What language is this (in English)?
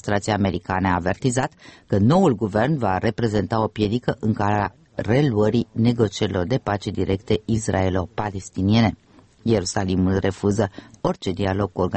Romanian